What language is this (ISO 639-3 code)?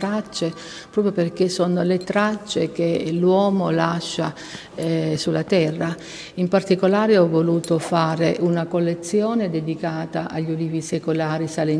ita